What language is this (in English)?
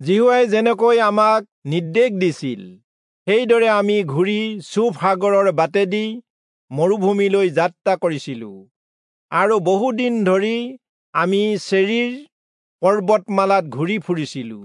Assamese